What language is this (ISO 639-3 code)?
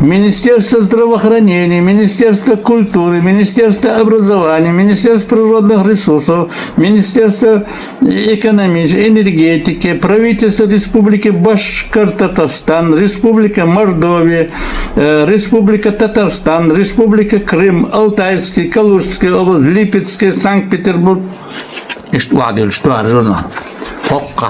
che